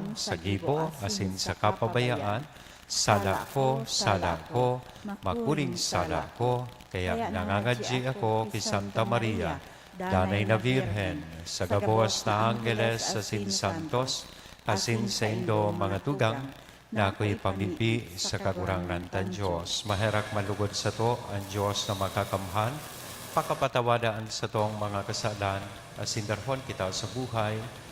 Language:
Bikol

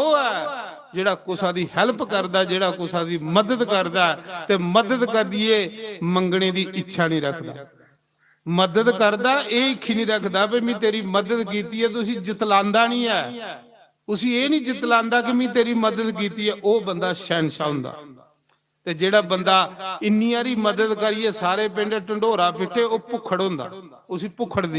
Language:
Dogri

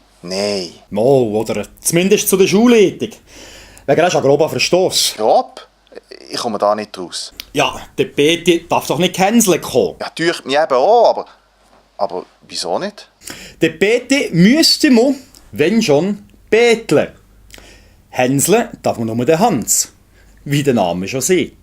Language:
Swiss German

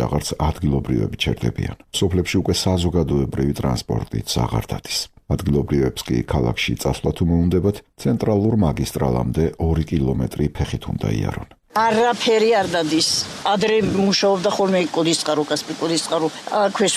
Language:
Georgian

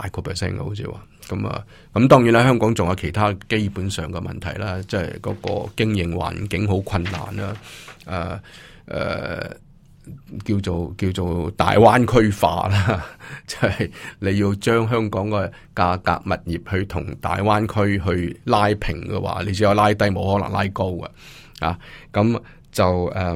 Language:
Cantonese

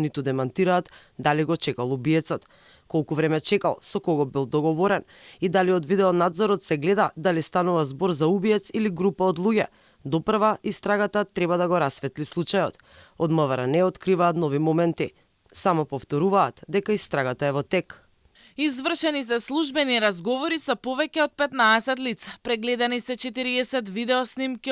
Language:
Macedonian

